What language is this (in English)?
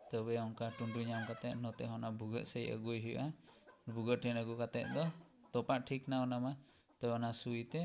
Santali